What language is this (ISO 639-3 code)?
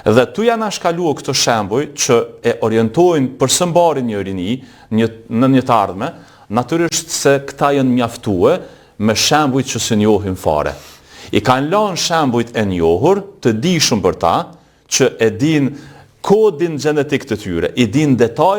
sqi